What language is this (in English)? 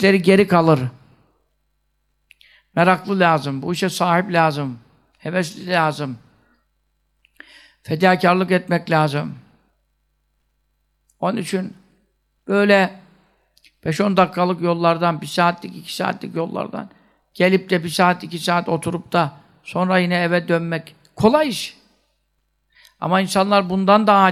Turkish